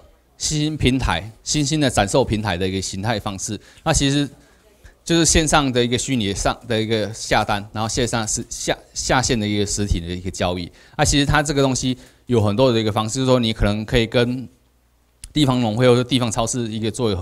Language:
Chinese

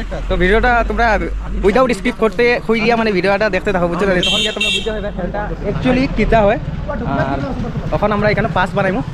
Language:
Sylheti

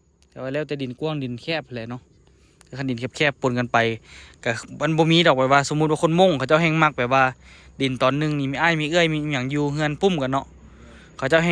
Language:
Lao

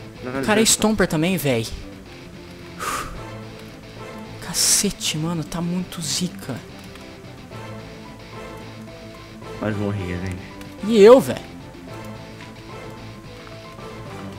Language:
Portuguese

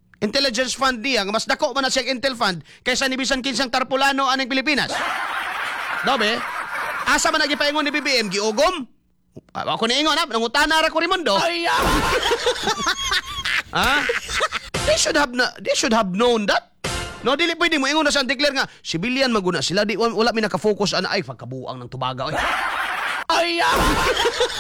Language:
Cebuano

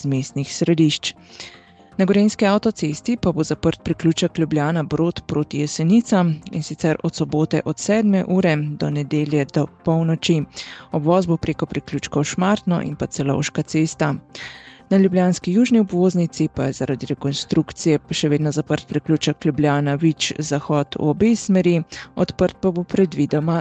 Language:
Slovenian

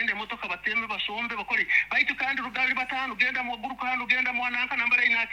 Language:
Nyoro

